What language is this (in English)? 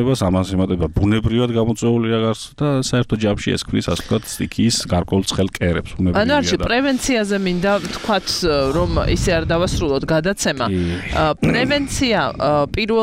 Georgian